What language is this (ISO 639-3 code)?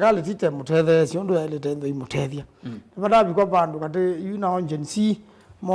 kam